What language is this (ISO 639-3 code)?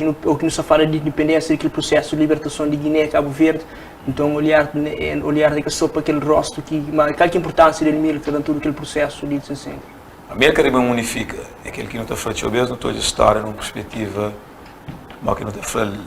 kea